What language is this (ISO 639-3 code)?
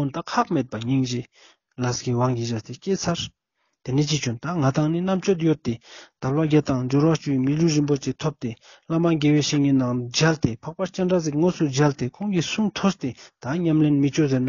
lbj